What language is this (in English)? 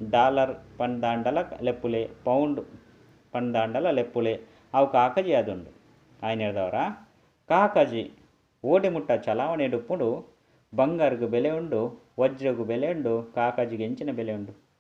Tulu